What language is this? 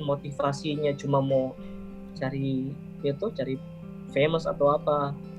Manado Malay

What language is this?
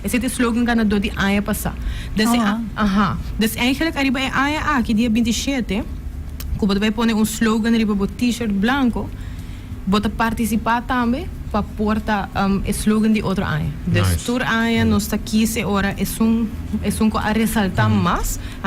Papiamento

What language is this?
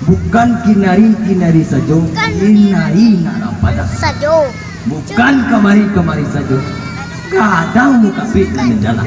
Minangkabau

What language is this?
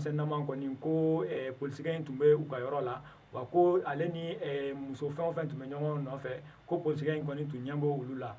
Bambara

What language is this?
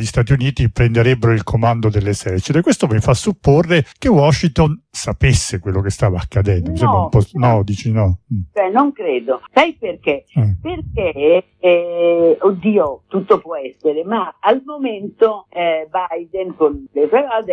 Italian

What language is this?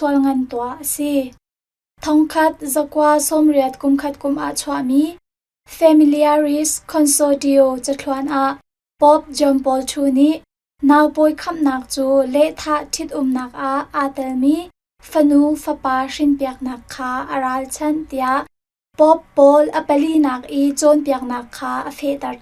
Hakha Chin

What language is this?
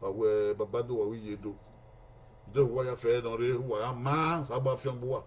Bini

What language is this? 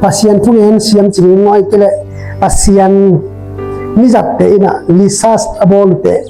Tedim Chin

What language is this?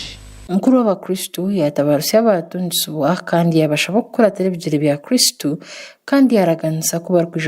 Nyankole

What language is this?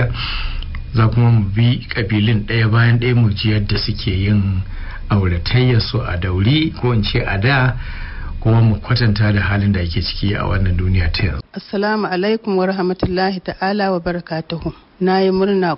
Hausa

